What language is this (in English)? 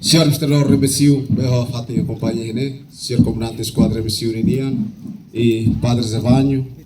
Tetum